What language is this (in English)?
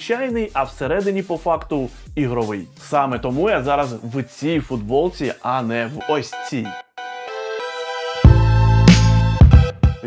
Ukrainian